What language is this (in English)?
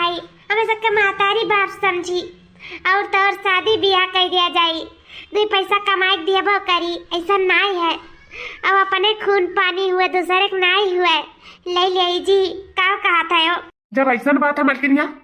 Awadhi